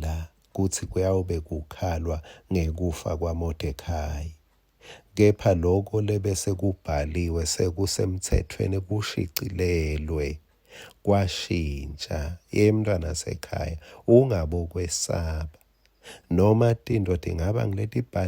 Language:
Swati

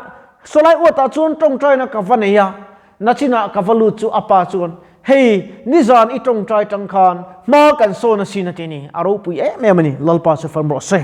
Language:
Mizo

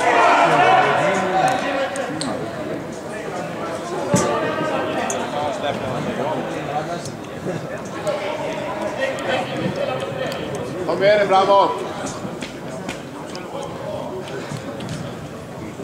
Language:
Swedish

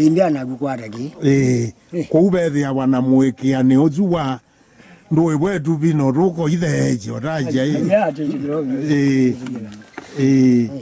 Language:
Kamba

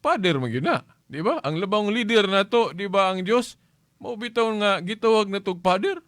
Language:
Cebuano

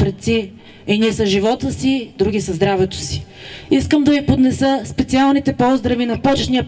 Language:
Bulgarian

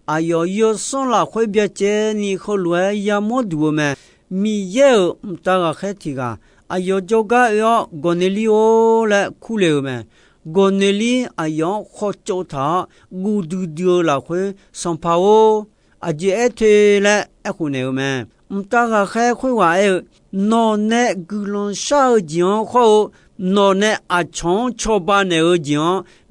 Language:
Akha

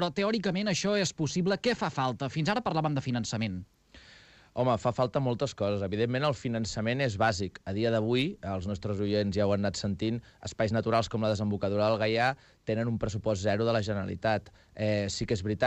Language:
Catalan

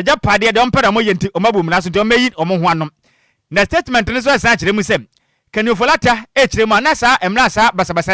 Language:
Akan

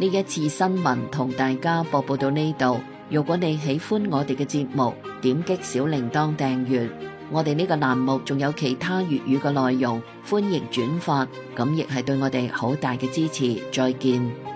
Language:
Cantonese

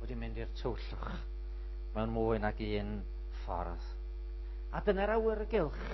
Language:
Welsh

